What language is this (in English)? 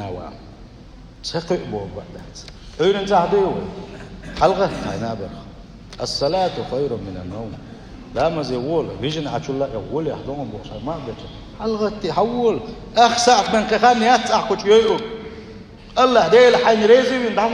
Chechen